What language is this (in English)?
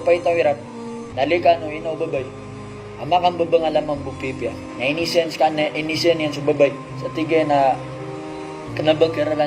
Maranao